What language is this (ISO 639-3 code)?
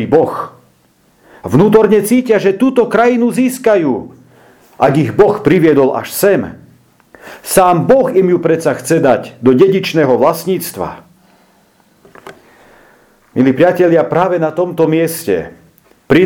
slk